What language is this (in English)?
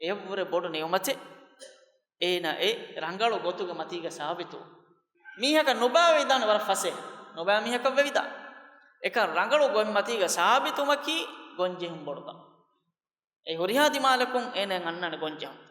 Divehi